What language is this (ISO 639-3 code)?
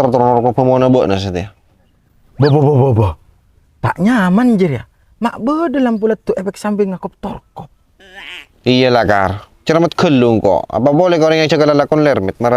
mad